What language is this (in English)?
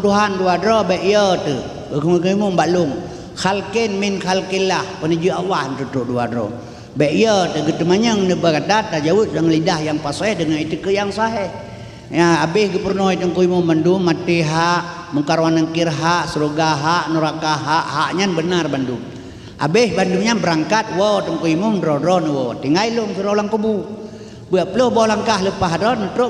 Achinese